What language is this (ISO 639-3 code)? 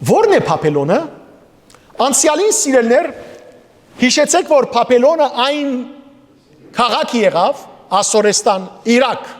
hyw